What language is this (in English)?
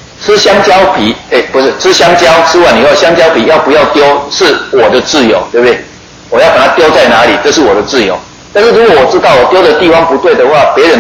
Chinese